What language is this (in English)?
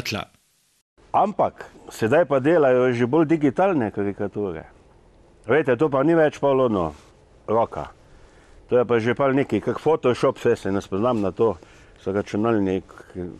Slovenian